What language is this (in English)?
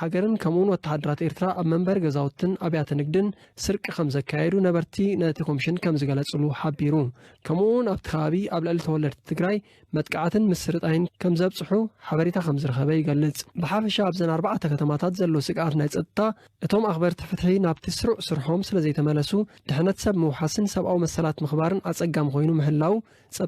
Tigrinya